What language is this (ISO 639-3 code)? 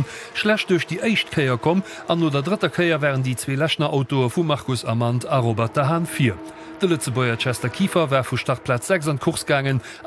ltz